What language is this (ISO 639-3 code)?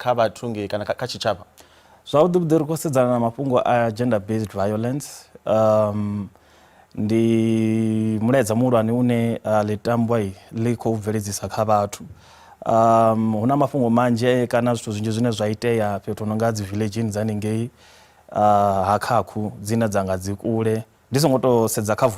ven